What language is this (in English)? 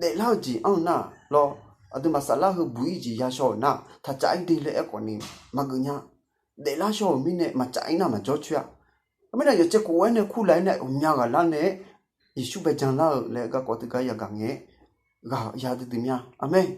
Akha